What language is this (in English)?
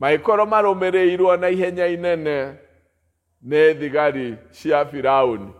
Kikuyu